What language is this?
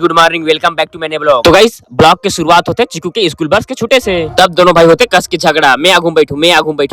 Chhattisgarhi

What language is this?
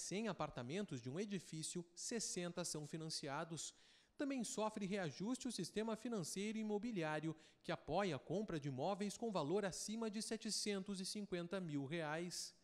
Portuguese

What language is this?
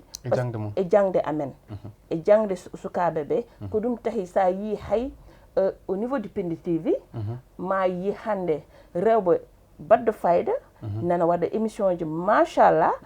Fula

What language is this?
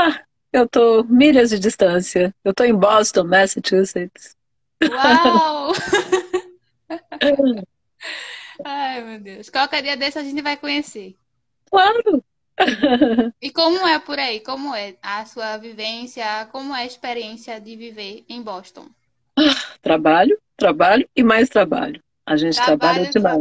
Portuguese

